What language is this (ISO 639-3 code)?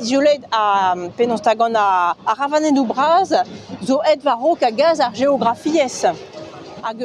bre